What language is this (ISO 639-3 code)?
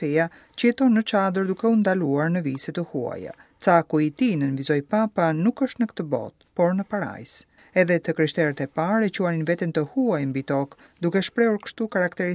sqi